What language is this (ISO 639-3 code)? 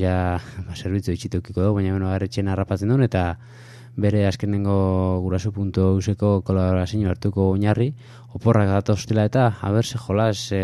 eus